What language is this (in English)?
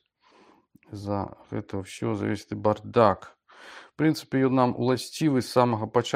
Belarusian